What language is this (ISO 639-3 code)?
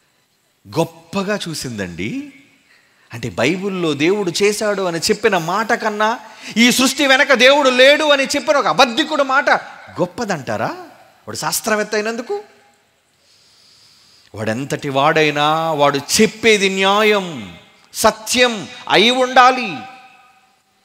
tel